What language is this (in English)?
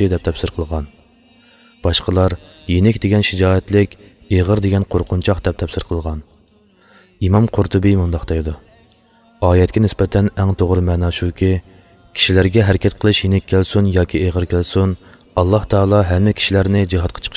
Uyghur